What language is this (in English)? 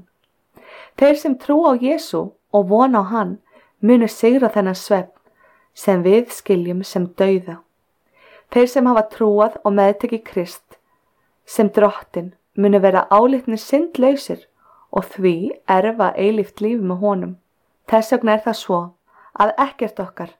Icelandic